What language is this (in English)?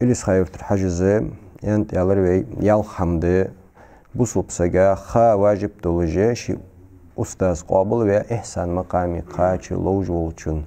Ingush